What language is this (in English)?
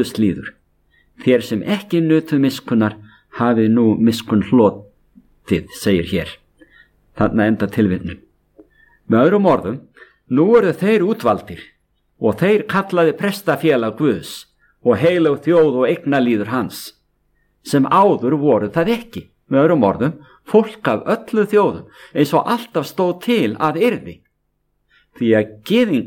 Icelandic